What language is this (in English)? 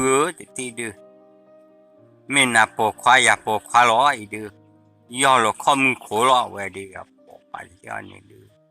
S'gaw Karen